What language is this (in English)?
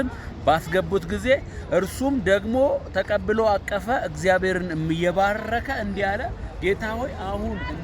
Amharic